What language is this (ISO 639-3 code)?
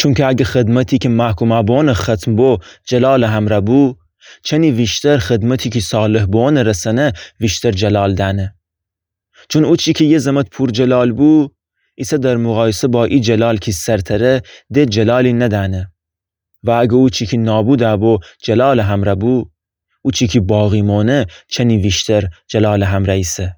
glk